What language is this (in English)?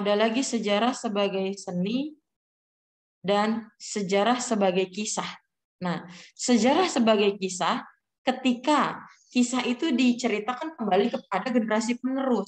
Indonesian